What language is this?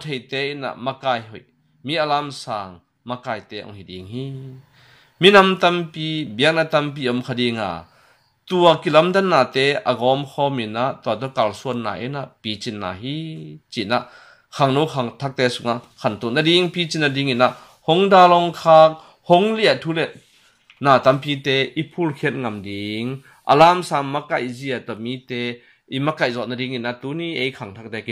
Tedim Chin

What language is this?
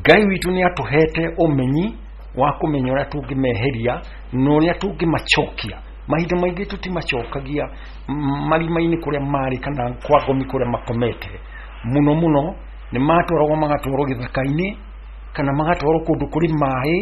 Kikuyu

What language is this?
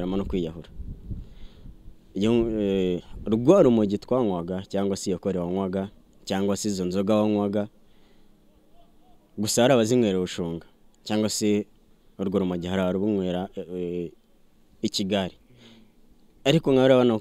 Kinyarwanda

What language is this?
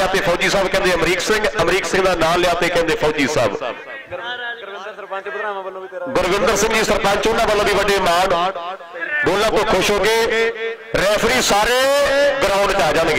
Punjabi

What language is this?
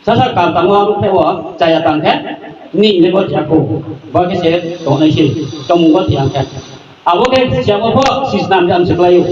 Riang (India)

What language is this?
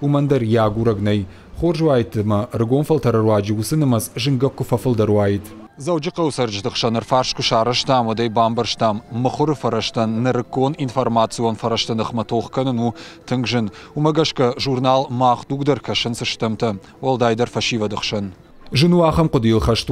Ossetic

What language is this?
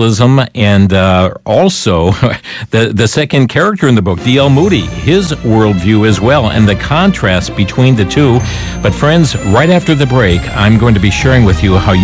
English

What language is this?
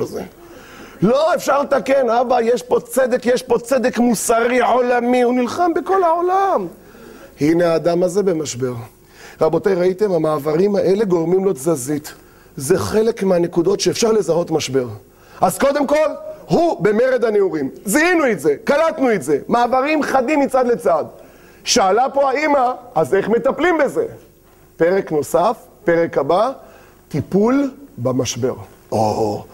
Hebrew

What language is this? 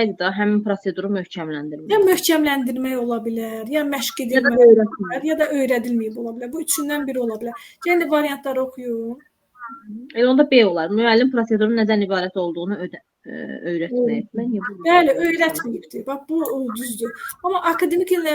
Azerbaijani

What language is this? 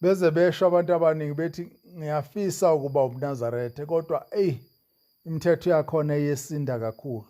Zulu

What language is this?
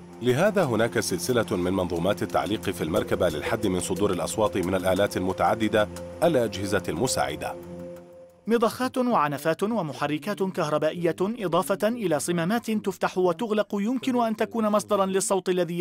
Arabic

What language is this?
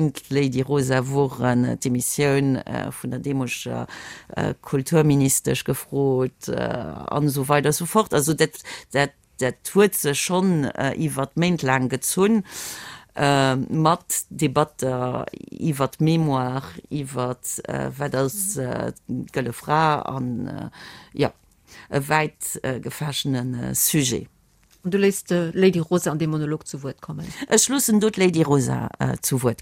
Luxembourgish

